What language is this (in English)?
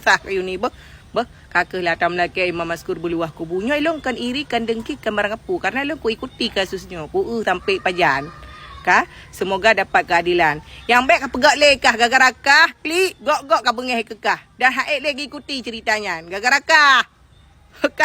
Achinese